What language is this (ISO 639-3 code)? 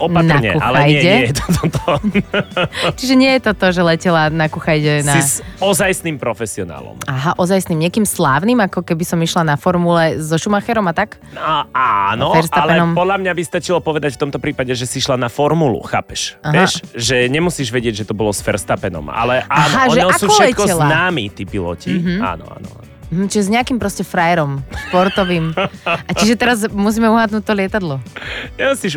slk